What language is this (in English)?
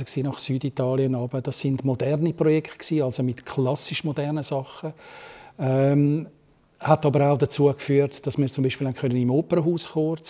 Swiss German